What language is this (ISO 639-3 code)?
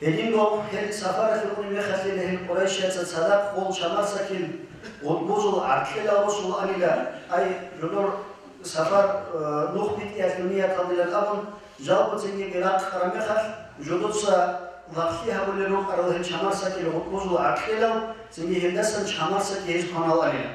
ava